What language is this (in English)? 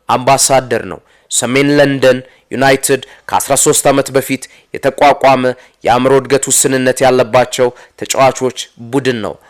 Amharic